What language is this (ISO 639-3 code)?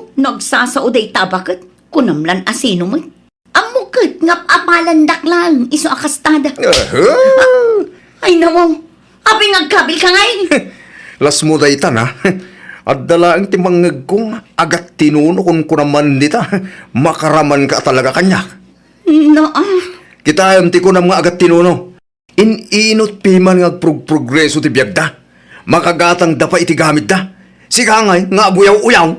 ilo